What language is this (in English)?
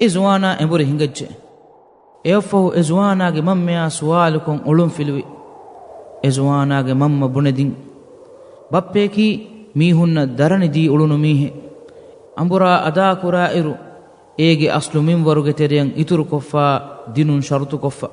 Divehi